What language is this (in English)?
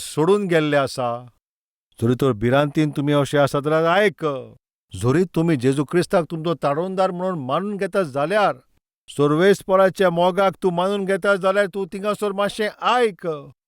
Konkani